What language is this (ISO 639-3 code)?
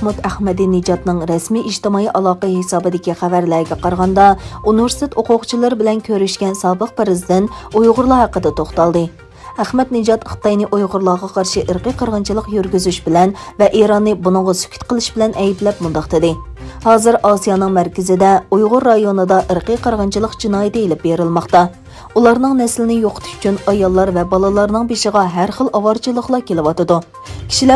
uig